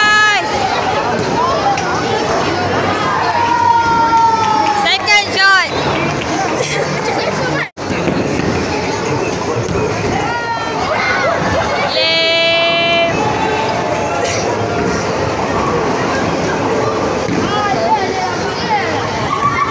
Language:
Malay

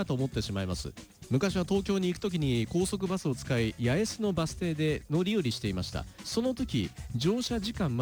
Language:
Japanese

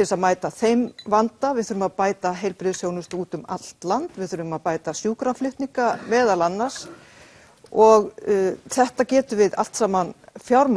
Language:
Icelandic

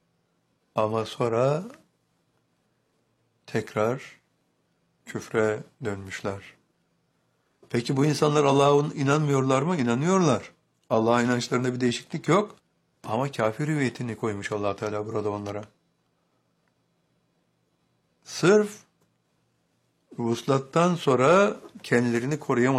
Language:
Turkish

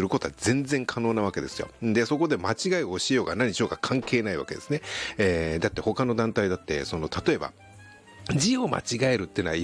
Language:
Japanese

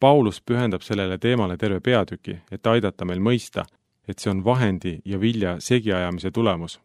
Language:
Estonian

